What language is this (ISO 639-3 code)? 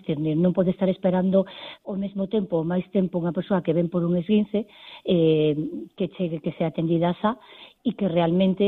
glg